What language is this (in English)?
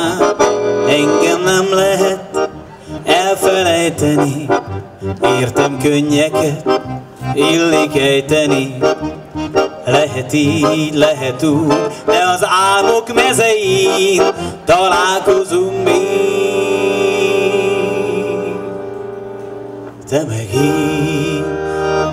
Hungarian